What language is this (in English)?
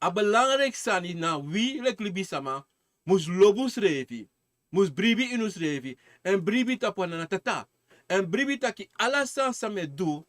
Sranan Tongo